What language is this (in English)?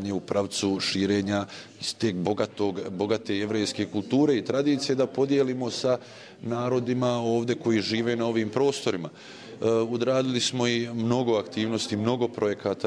Bosnian